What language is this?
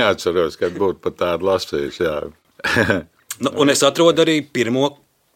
Latvian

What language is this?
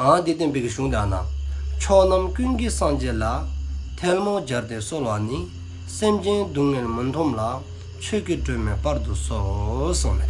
Dzongkha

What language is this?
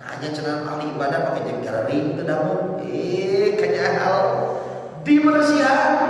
Sundanese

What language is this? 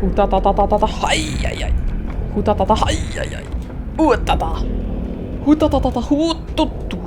Swiss German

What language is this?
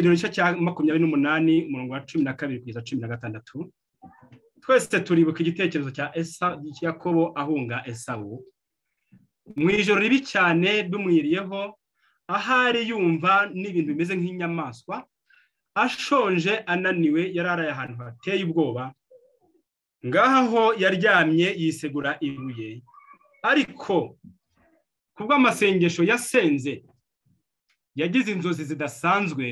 Kinyarwanda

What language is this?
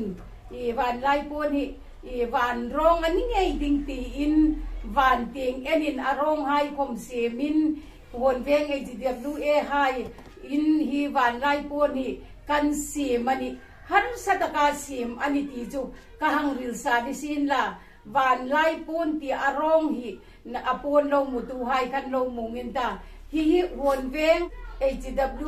Hmar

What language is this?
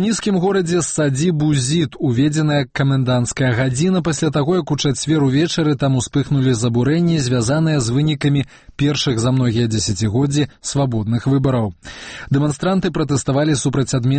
Belarusian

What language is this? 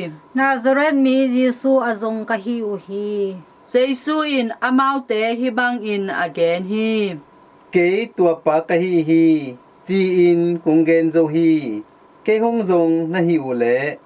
Tedim Chin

